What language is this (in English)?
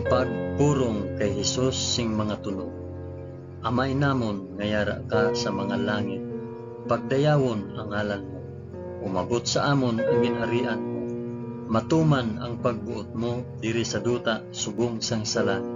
Hiligaynon